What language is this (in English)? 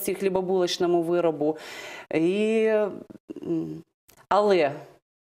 Ukrainian